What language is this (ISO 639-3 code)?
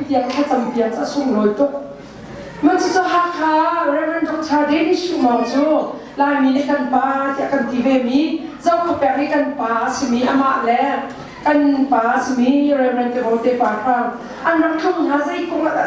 cnh